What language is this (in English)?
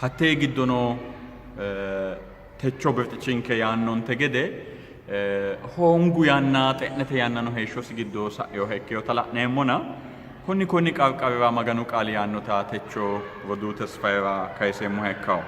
Sidamo